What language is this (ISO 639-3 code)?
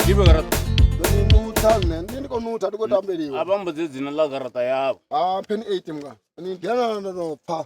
ven